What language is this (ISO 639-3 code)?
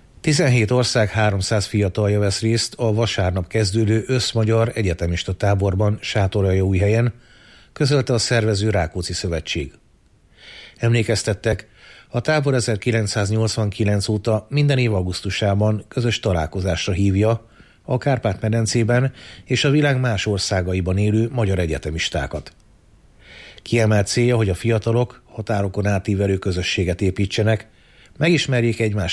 hun